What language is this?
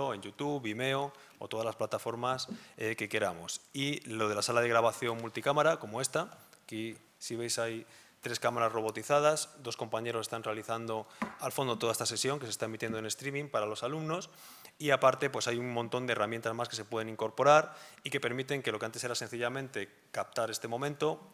Spanish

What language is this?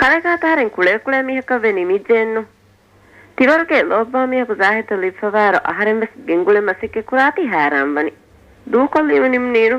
Divehi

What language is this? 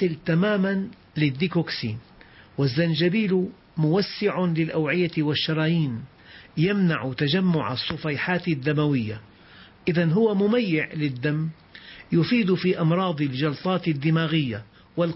Arabic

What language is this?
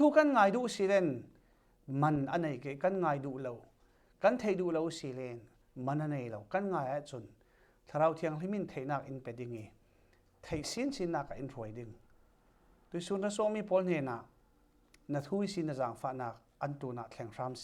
Falam Chin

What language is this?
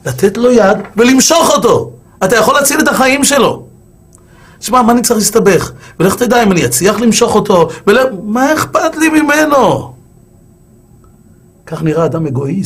Hebrew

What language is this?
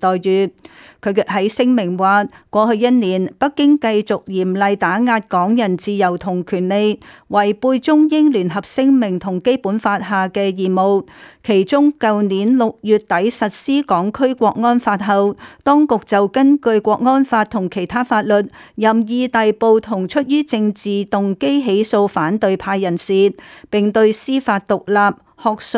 Cantonese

